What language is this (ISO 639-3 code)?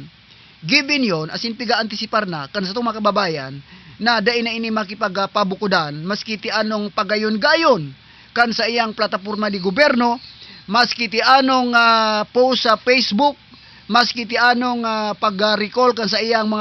bln